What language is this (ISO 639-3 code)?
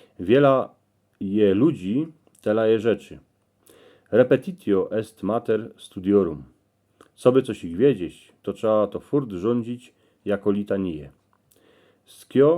szl